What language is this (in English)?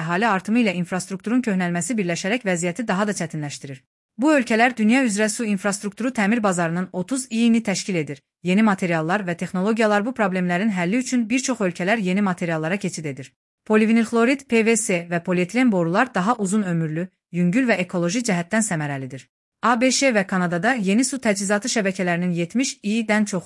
Azerbaijani